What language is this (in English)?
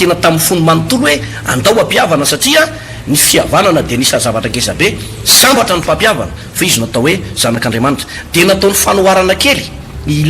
Malagasy